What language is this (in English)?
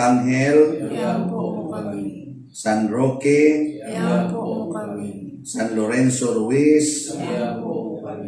Cebuano